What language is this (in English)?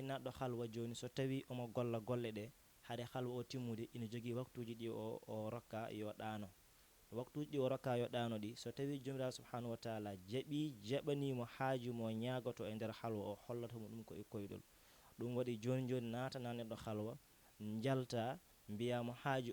Fula